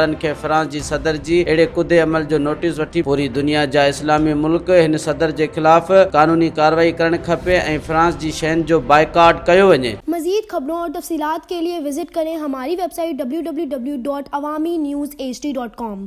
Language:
Sindhi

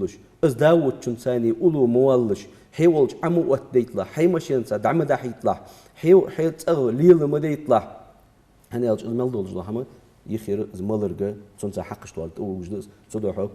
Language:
Ingush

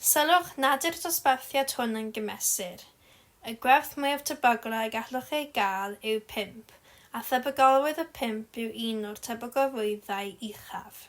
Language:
Welsh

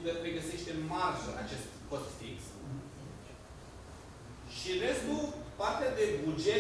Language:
Romanian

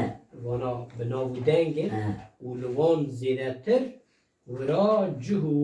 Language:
Kurdish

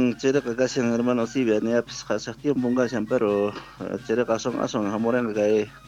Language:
South Bolivian Quechua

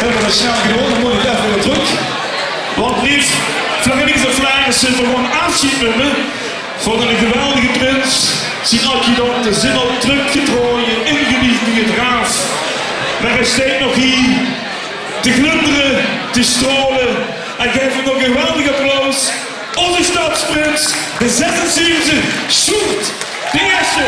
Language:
Limburgish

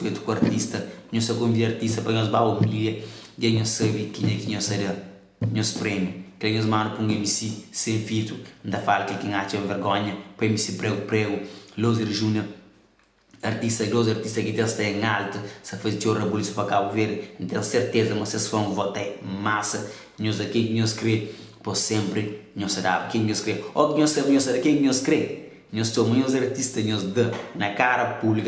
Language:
Kabuverdianu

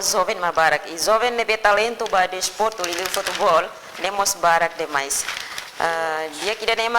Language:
Tetum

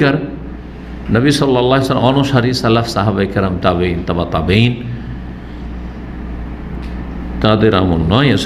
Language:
Bangla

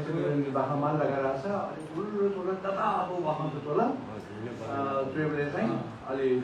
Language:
Newari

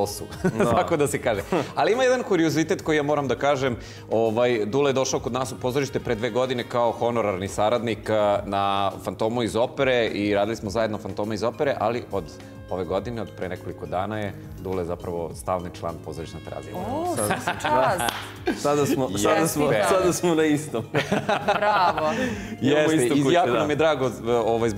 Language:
Serbian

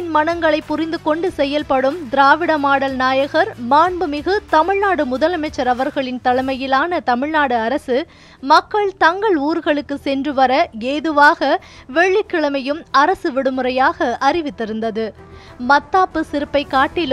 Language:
Tamil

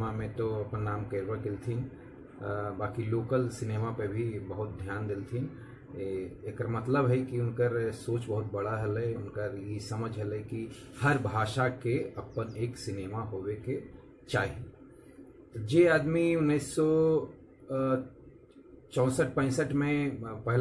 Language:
Magahi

